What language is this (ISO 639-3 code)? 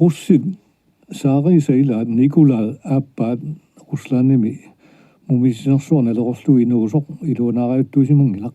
kal